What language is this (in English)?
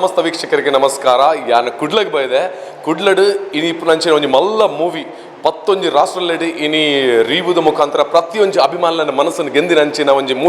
Tulu